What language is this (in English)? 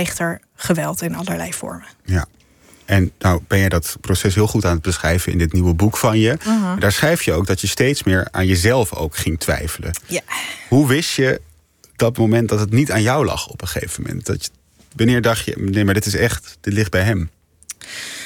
Dutch